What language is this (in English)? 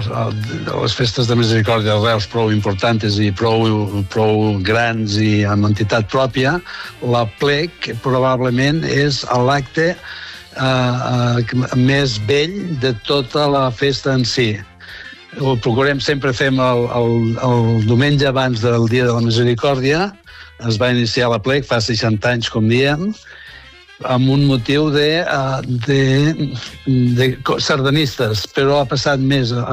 Catalan